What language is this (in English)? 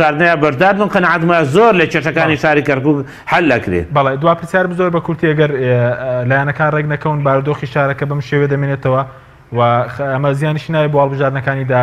Central Kurdish